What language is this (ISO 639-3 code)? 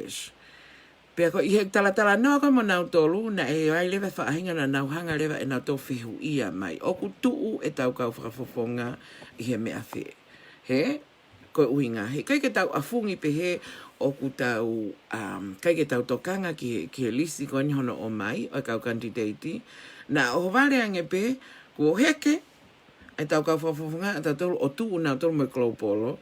ton